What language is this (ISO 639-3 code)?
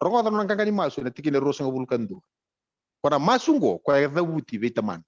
fij